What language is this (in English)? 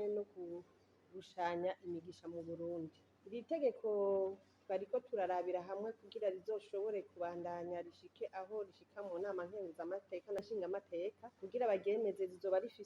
Rundi